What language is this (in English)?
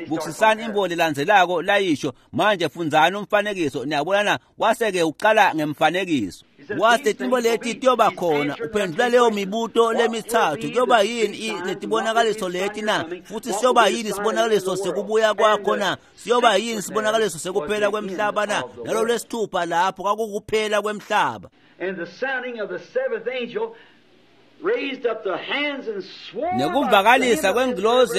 Swati